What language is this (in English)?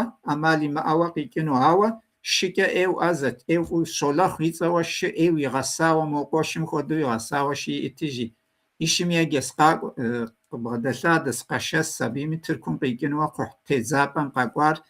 Kabardian